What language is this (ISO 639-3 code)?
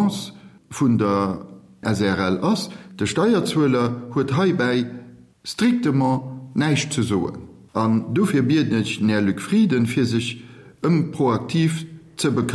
ltz